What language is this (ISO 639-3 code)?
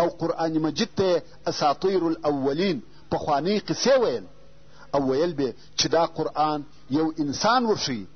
pus